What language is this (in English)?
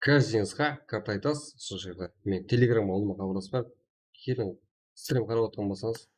Kara-Kalpak